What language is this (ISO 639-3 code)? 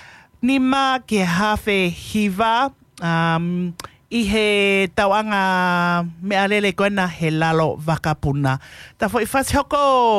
ton